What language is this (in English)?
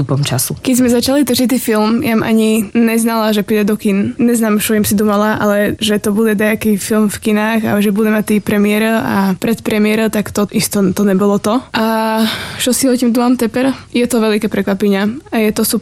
Slovak